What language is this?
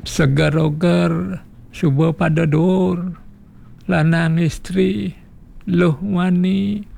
Balinese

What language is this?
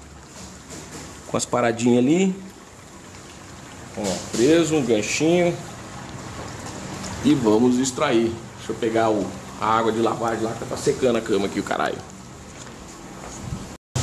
Portuguese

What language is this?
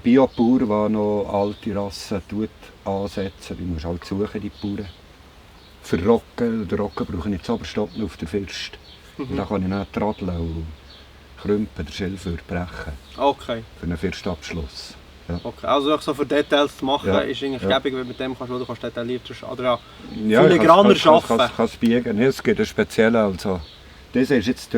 Swiss German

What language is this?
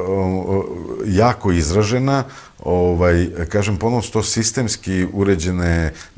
Serbian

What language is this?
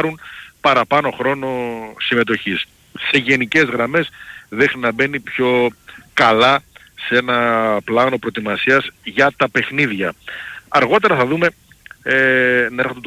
Greek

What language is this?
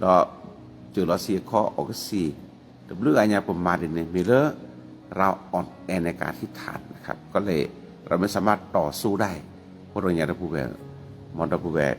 S'gaw Karen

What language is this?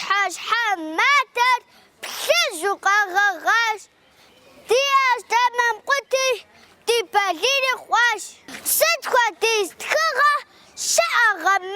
Kabardian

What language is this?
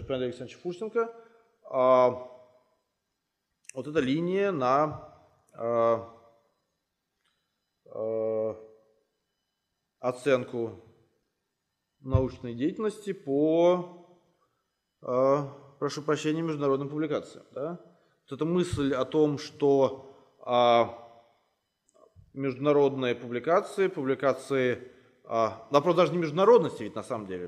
Russian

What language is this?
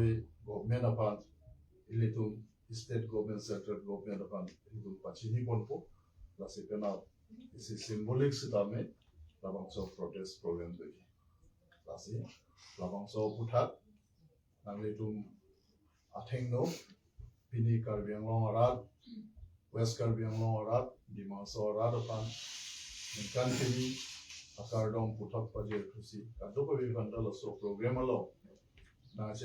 Karbi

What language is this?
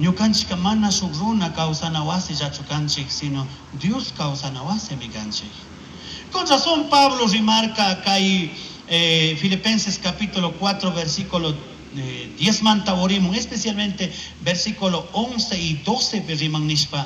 Chimborazo Highland Quichua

